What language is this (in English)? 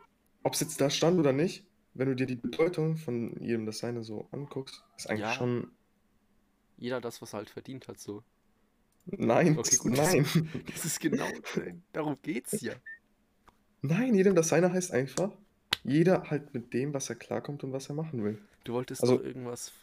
German